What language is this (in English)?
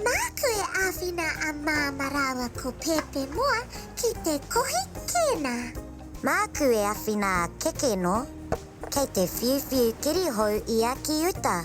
Māori